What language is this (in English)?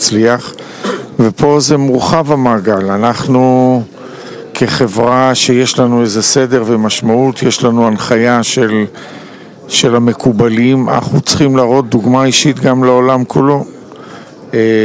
Hebrew